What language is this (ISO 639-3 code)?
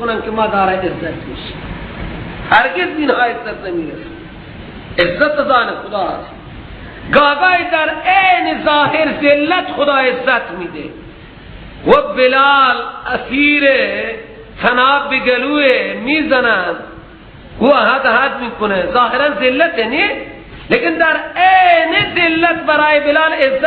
fas